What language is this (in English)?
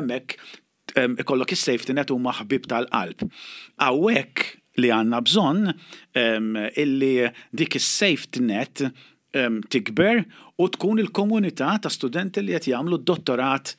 Maltese